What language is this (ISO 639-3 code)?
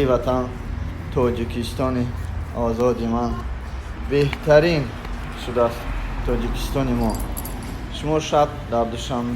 tgk